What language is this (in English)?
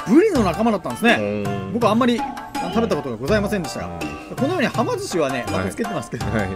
Japanese